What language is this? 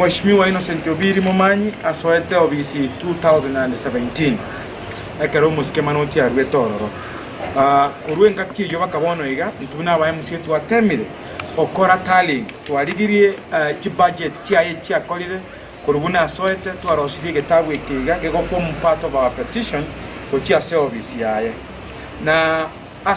Gusii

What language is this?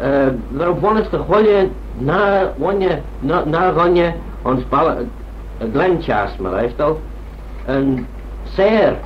Manx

